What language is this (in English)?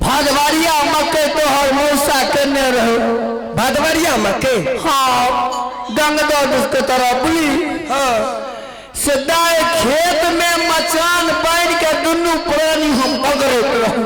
Maithili